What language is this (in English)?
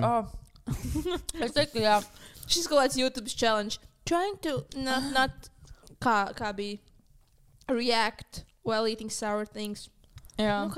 Latvian